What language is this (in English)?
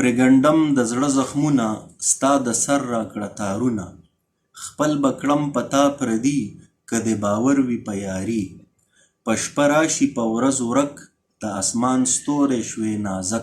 Pashto